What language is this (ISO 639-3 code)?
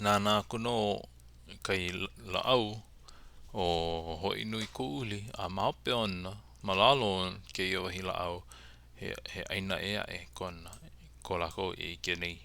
haw